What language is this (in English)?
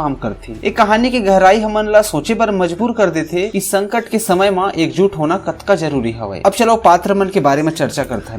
Chhattisgarhi